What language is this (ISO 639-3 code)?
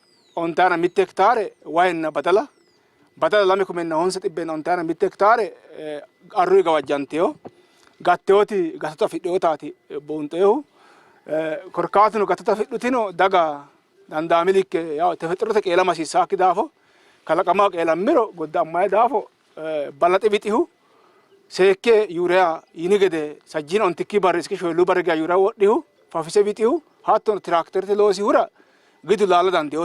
sid